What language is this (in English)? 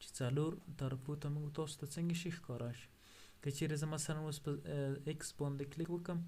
Pashto